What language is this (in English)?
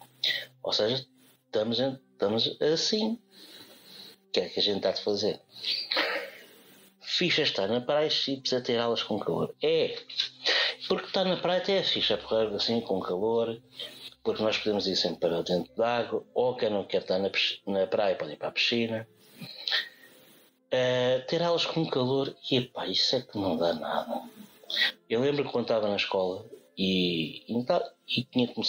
Portuguese